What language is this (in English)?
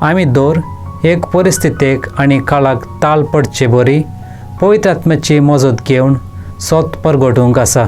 Konkani